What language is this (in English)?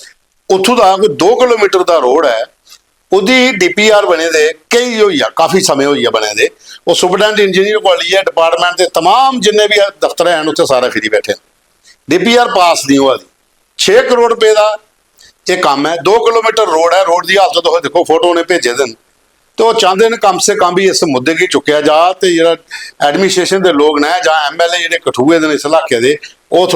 Dogri